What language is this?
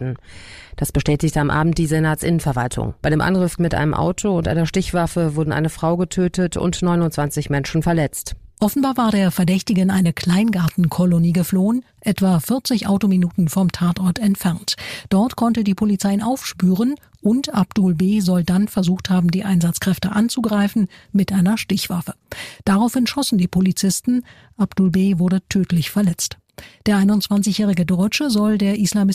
German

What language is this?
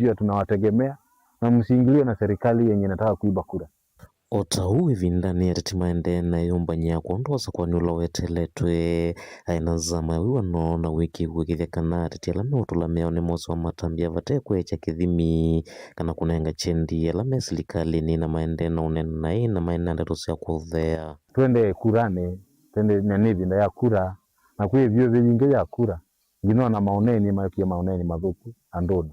Kamba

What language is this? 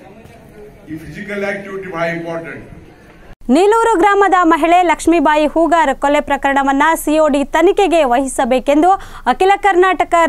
Kannada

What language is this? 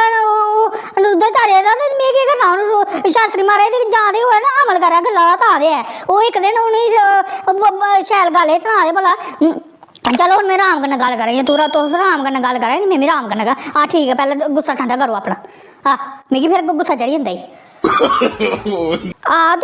Dogri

